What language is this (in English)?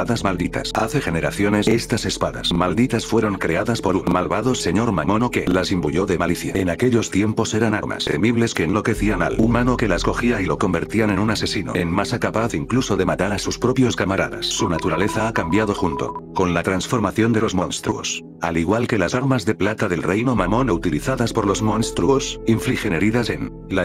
Spanish